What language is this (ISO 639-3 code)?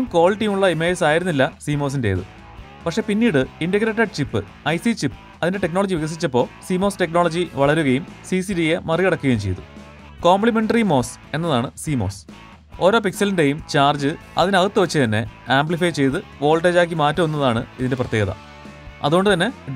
mal